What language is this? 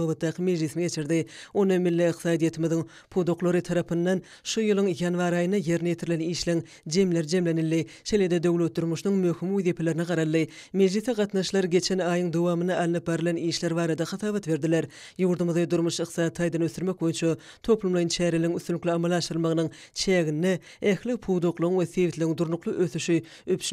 Turkmen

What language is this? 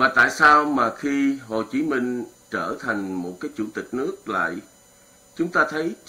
Vietnamese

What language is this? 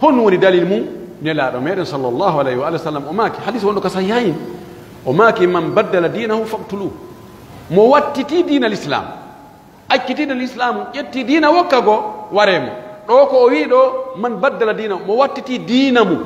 Pular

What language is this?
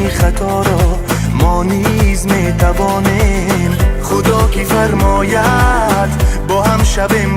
Tajik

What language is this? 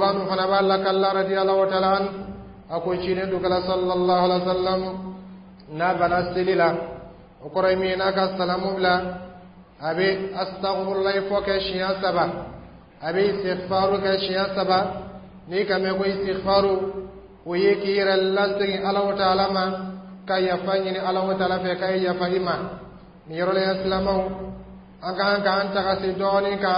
Dyula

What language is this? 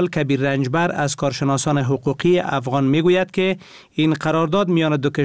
Persian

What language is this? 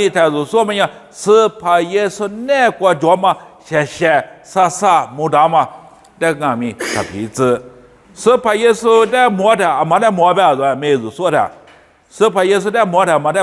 Lisu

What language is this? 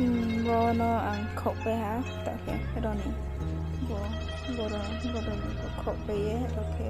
Riang (India)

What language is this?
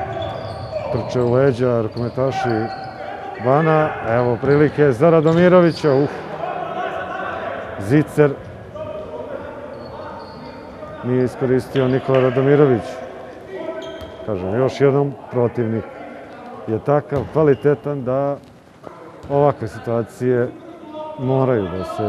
Serbian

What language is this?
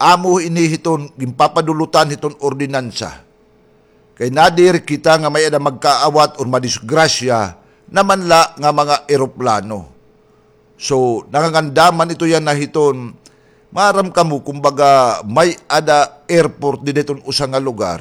Waray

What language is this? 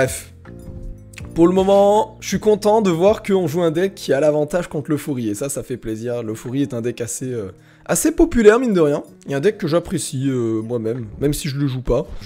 French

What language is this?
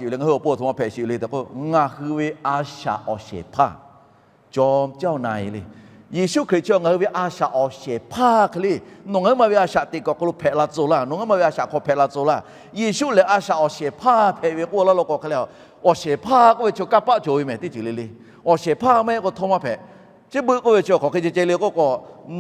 Lahu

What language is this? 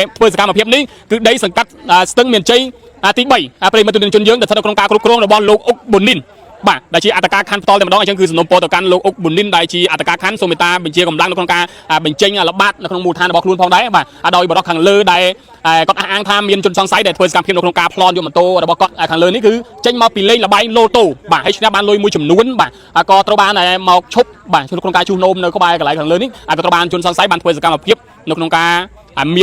Khmer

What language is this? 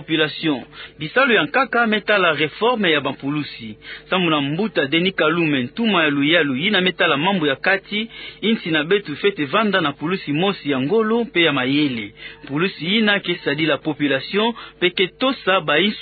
Kituba (Democratic Republic of Congo)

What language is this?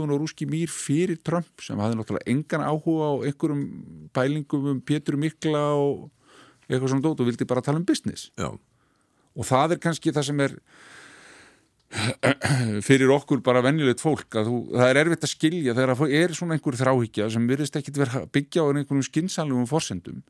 Icelandic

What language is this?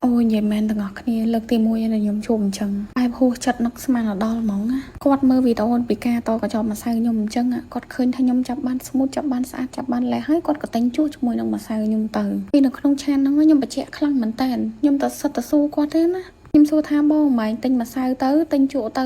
Khmer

